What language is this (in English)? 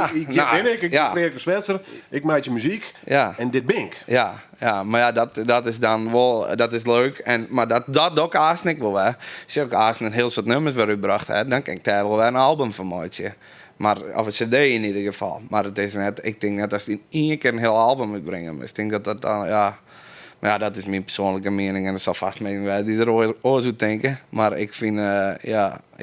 Western Frisian